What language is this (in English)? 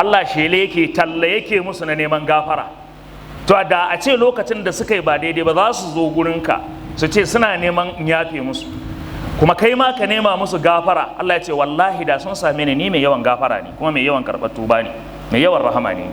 Hausa